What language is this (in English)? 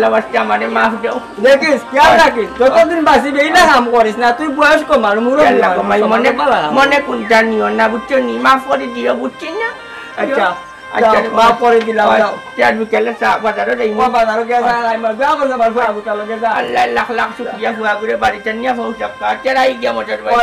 Sylheti